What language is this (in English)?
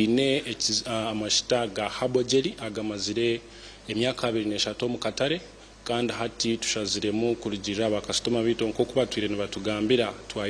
Nyankole